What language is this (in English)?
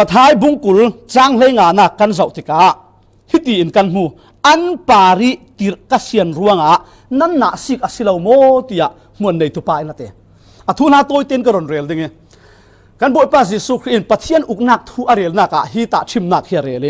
Falam Chin